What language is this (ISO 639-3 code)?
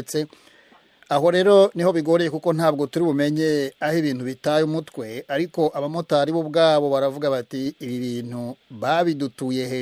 kin